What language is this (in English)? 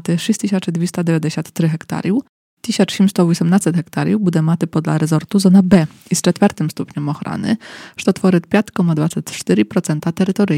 Rusyn